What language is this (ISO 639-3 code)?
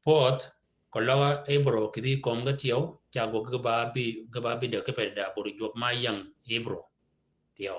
shk